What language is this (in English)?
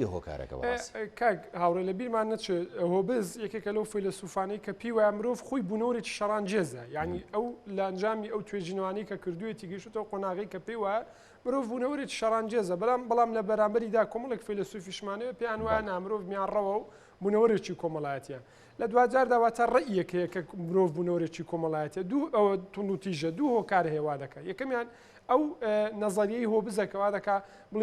Central Kurdish